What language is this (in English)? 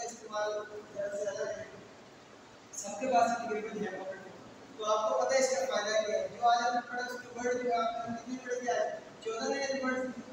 Urdu